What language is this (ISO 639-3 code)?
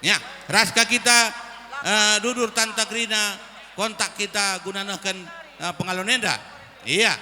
btx